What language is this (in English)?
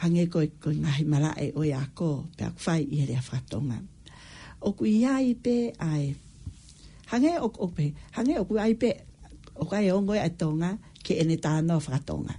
Tongan